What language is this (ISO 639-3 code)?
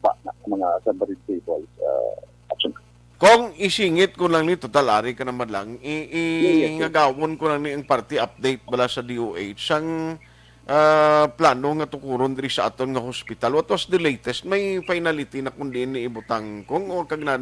hil